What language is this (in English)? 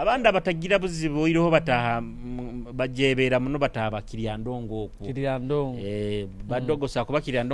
Nyoro